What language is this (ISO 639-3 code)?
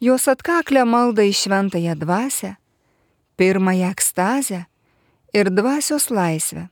lit